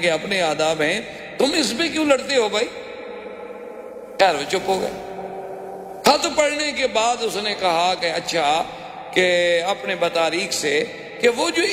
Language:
Urdu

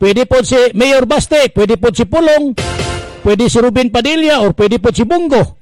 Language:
Cebuano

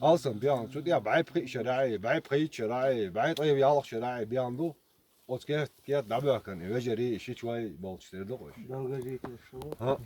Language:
Chechen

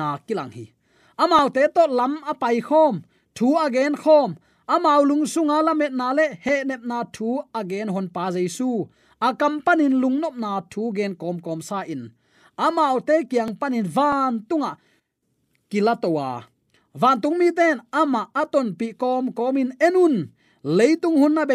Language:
Tedim Chin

